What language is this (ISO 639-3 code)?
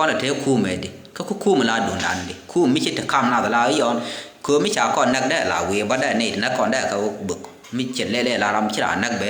nus